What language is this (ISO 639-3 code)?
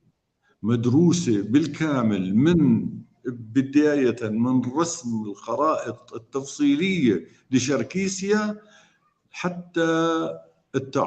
apc